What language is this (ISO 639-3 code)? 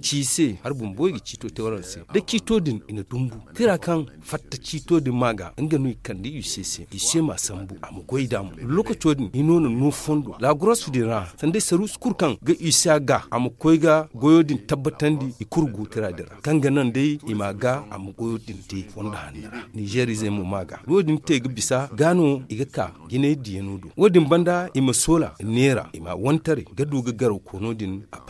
dje